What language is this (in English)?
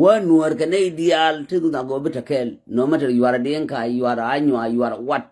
Nuer